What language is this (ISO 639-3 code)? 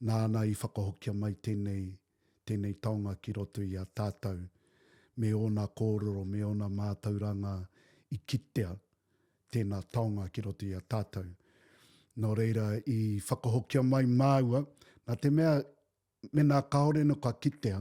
mri